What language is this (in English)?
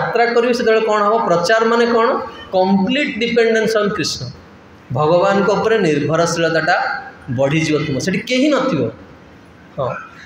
Odia